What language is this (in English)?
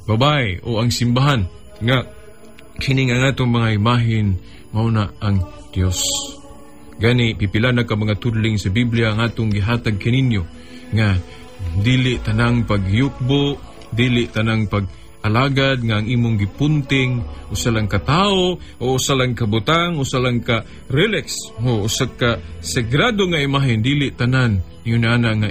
Cebuano